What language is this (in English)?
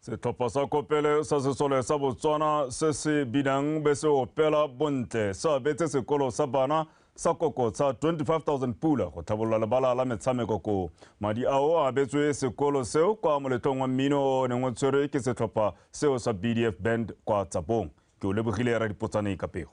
Tswana